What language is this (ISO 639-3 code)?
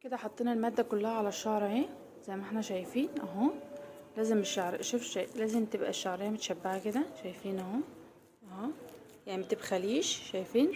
arz